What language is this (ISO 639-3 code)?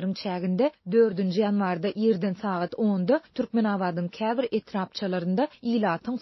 tuk